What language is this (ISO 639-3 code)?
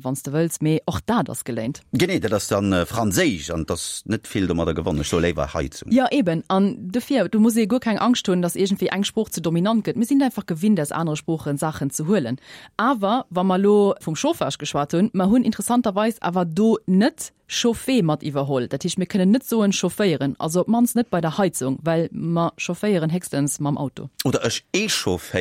ltz